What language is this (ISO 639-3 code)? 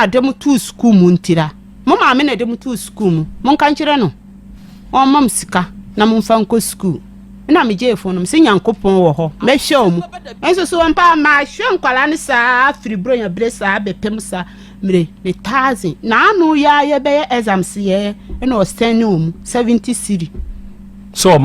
aka